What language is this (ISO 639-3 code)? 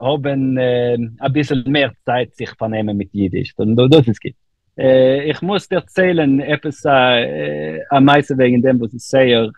yid